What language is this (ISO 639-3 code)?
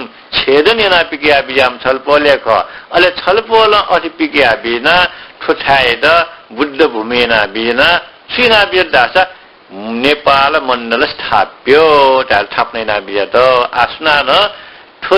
new